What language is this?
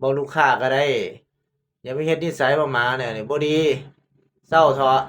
Northeastern Thai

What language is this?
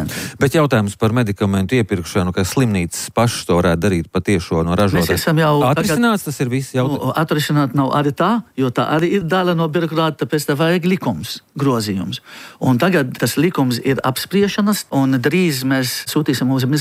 Latvian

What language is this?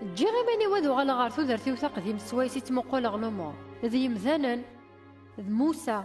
Kabyle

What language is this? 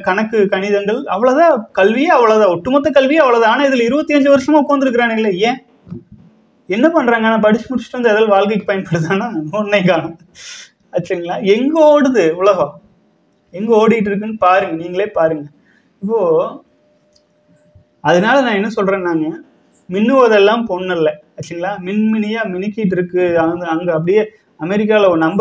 Tamil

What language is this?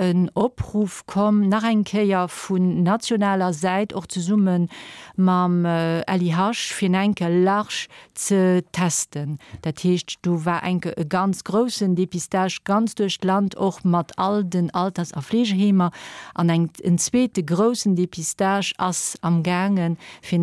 Luxembourgish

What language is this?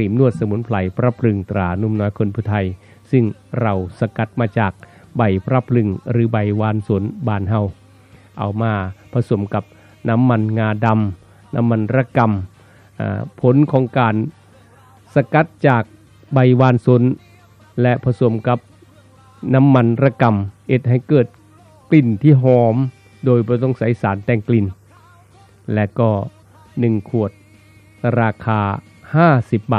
Thai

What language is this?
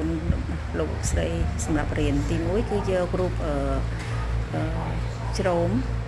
Khmer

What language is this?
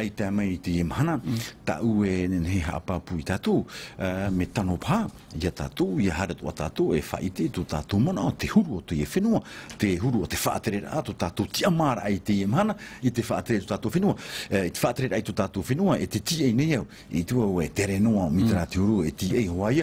Tahitian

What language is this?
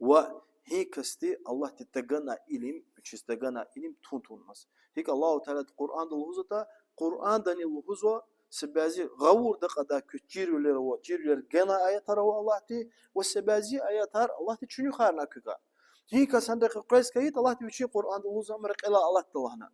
Lezghian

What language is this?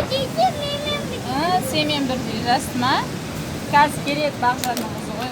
Kazakh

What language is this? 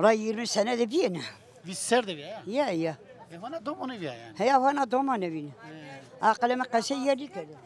Zaza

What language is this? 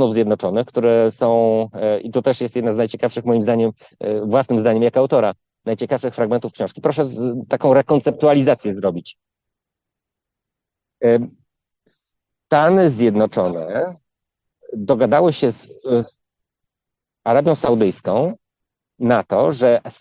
Polish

